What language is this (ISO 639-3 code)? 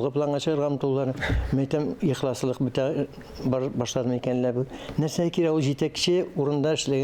tat